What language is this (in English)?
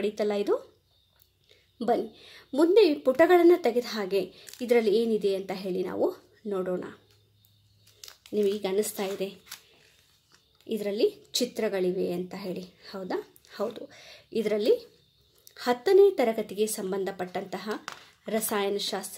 Kannada